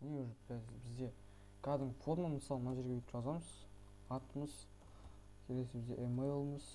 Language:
Kazakh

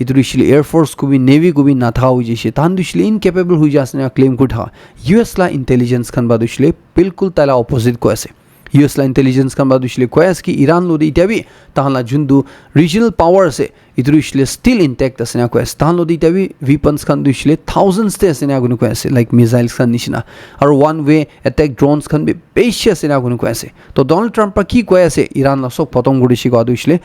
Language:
Naga Pidgin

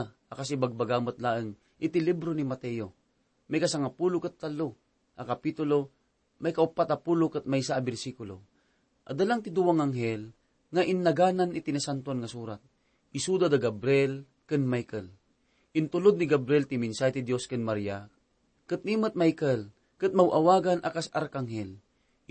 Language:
Iloko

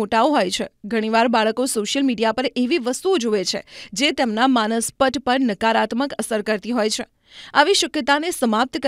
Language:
Gujarati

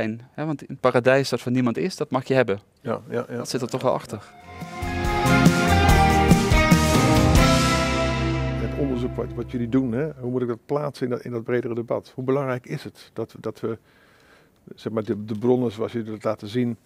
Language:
Dutch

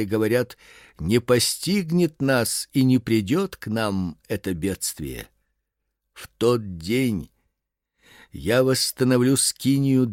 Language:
Russian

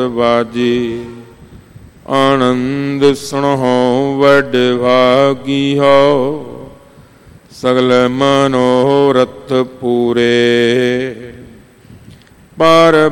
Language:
Punjabi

